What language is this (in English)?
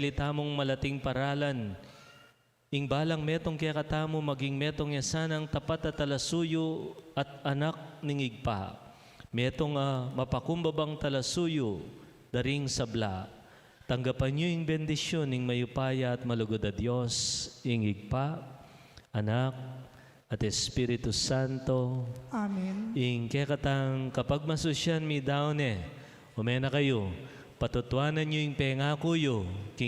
Pampanga